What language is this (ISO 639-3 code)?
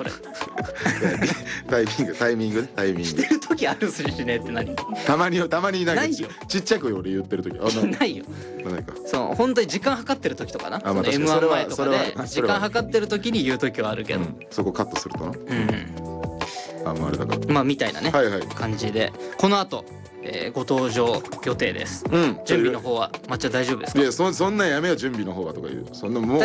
jpn